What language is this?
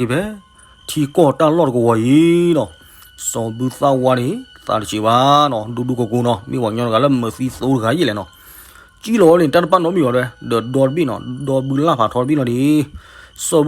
S'gaw Karen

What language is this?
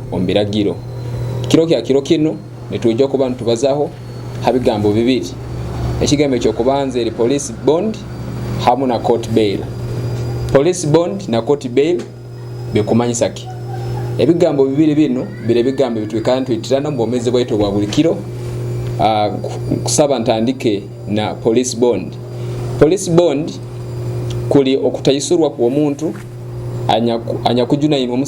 Nyoro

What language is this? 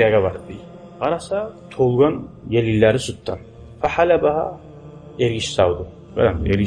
Kumyk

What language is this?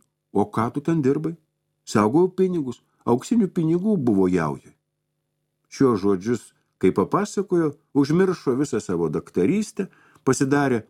Lithuanian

